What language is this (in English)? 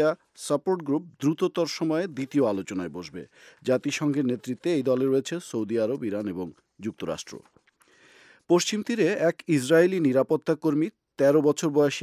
Bangla